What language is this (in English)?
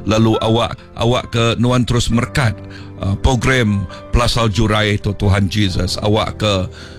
Iban